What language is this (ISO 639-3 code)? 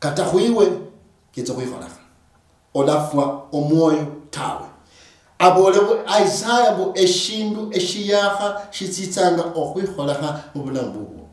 luy